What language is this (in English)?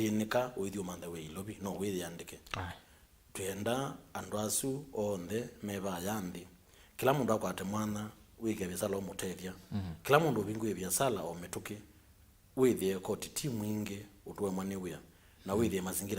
Kamba